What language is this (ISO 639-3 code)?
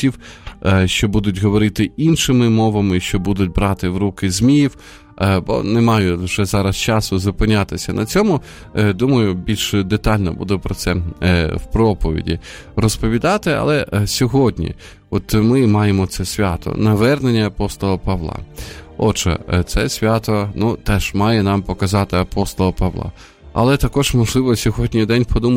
ukr